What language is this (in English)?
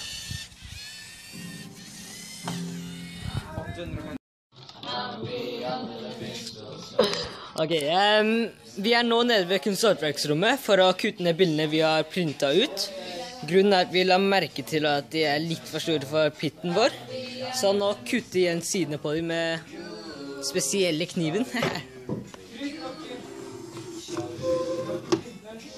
Norwegian